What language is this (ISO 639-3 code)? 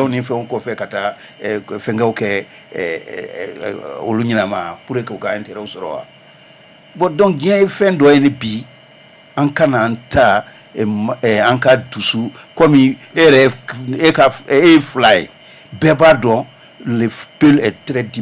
bam